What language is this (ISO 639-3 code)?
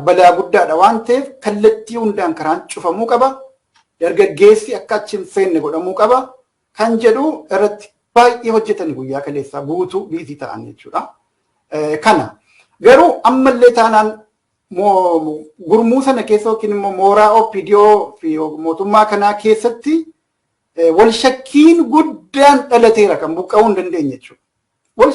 orm